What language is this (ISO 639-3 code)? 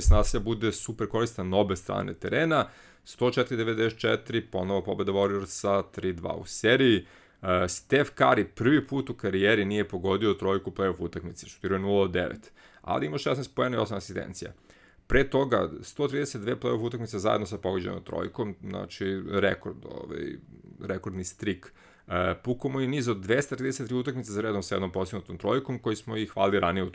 srp